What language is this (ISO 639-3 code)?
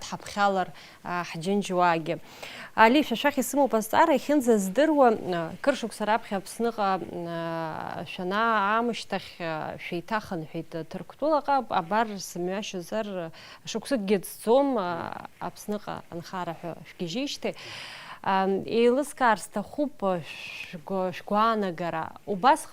abk